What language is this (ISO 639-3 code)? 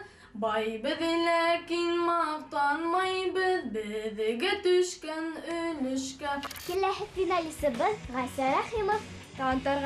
bak